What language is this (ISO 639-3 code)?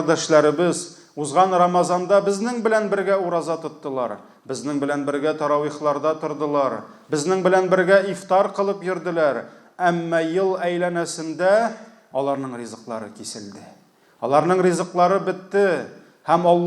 tat